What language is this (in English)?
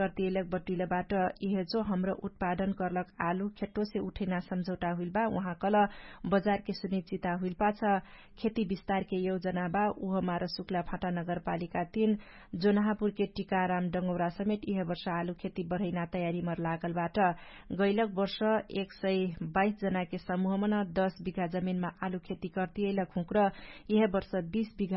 Dangaura Tharu